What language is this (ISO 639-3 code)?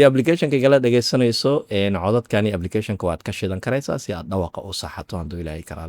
som